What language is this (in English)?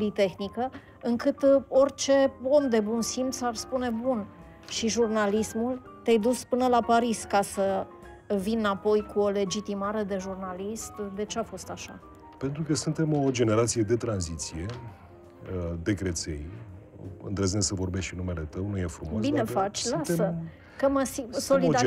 Romanian